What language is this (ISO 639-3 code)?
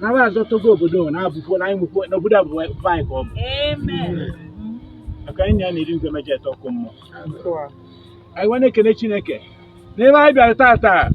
ibo